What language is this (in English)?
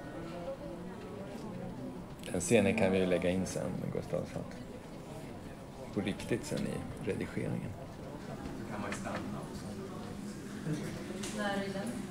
Swedish